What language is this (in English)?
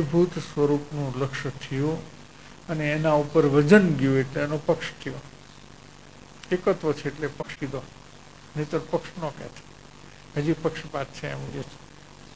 Gujarati